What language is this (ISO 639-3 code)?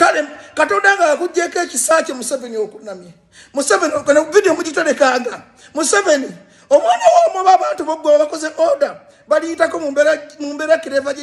lug